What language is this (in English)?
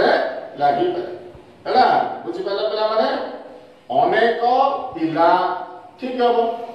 Odia